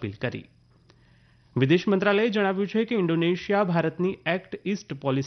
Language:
Gujarati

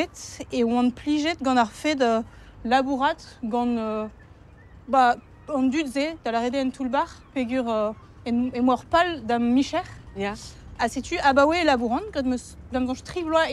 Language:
Breton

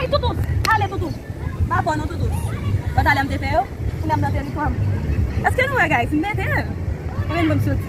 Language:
Haitian Creole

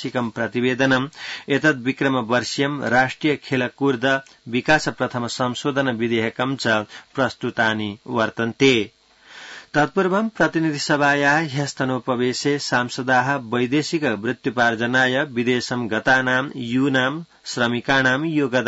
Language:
Sanskrit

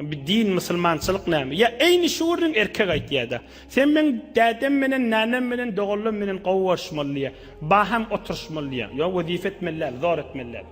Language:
Turkmen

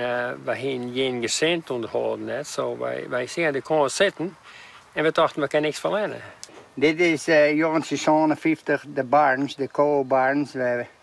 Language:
Western Frisian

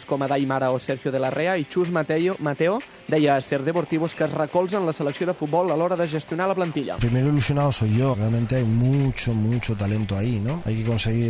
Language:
Catalan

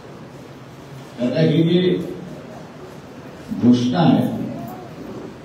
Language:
Marathi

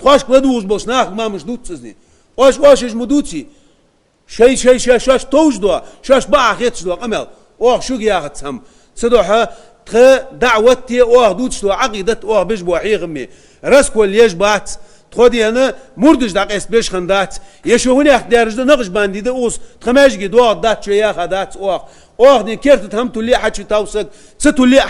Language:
Ingush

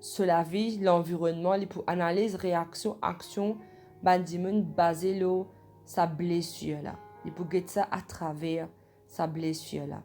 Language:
Morisyen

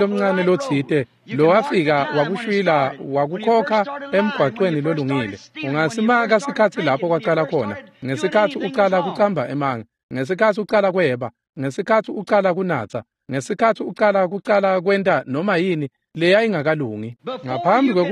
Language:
Swati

